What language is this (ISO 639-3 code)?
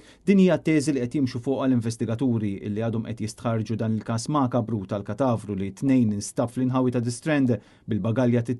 mlt